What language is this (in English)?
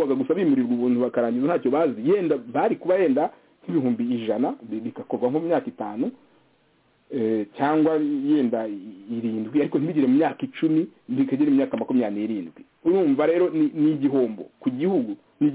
Kinyarwanda